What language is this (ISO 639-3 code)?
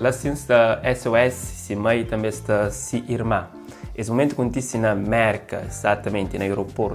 kea